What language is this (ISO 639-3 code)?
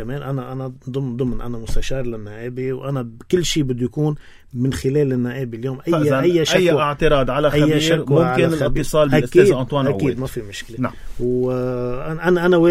apc